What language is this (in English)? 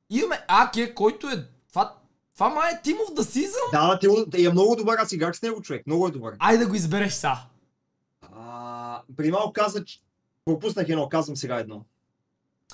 Bulgarian